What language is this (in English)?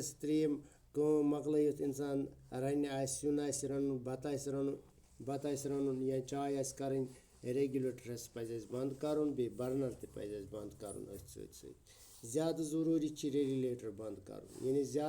Kashmiri